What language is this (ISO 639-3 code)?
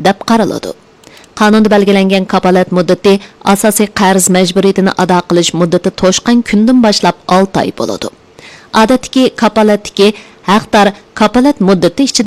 uig